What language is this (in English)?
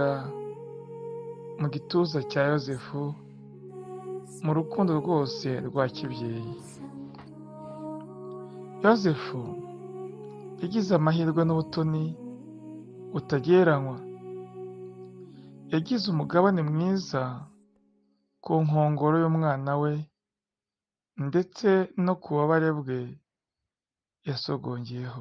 Kinyarwanda